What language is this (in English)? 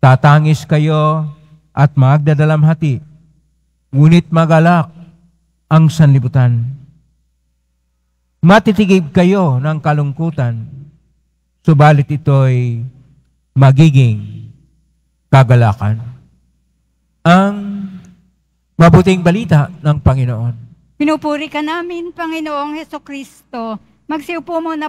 Filipino